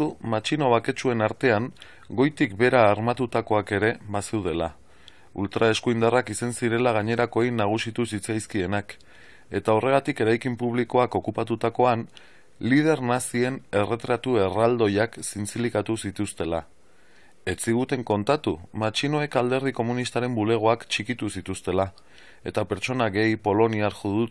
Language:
Basque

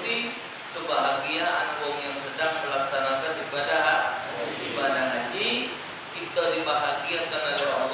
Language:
Musi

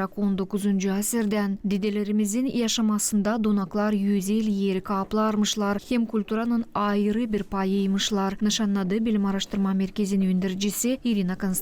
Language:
Gagauz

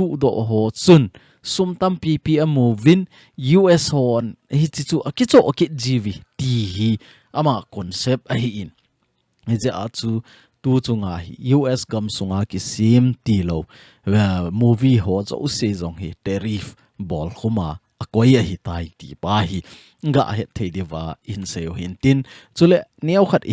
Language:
Thado Chin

